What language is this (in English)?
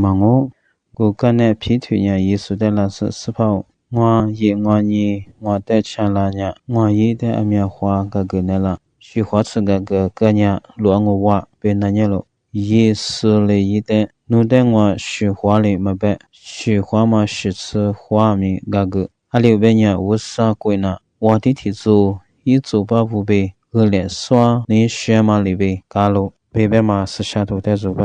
Lisu